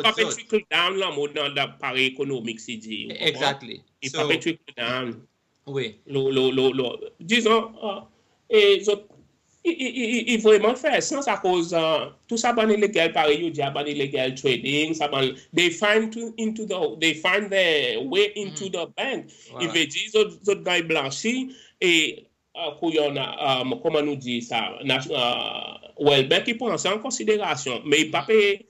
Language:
Seselwa Creole French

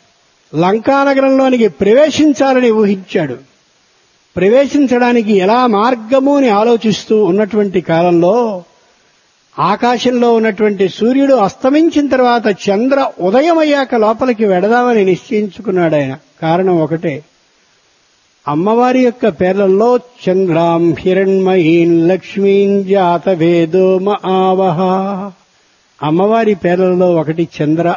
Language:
Telugu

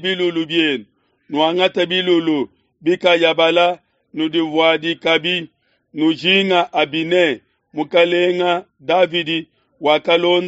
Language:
Luba-Lulua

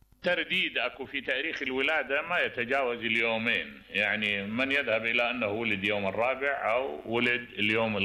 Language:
Mesopotamian Arabic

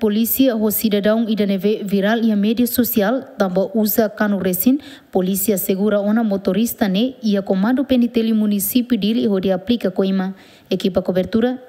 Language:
Tetum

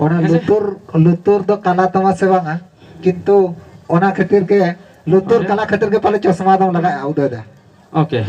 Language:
Santali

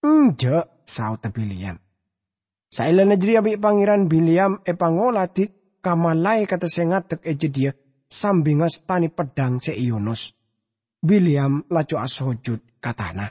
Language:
Madurese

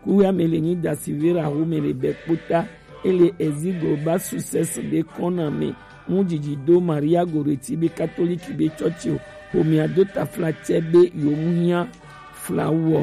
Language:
Gen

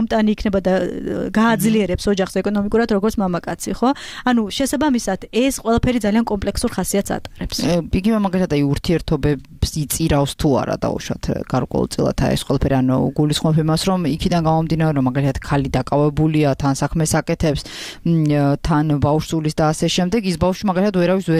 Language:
Georgian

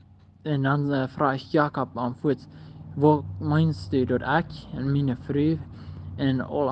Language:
Plautdietsch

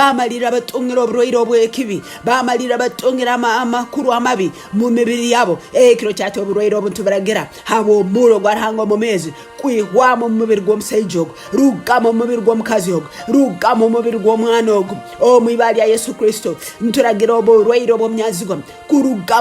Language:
Tooro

